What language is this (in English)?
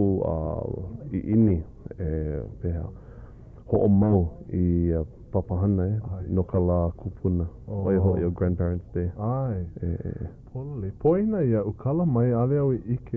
Hawaiian